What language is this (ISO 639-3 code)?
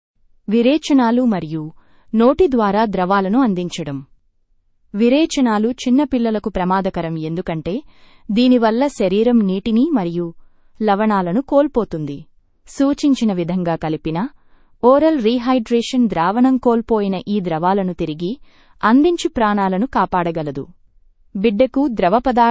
tel